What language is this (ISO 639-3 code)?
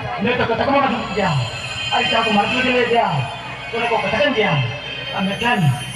sat